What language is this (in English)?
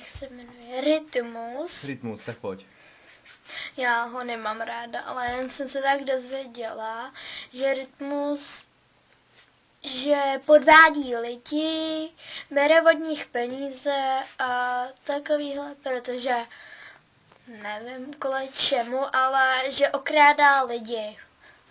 Czech